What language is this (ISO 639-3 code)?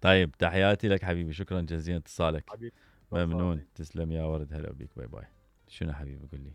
acm